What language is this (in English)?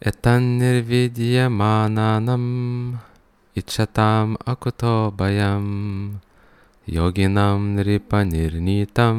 Lithuanian